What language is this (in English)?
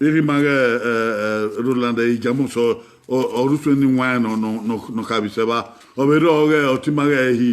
Bini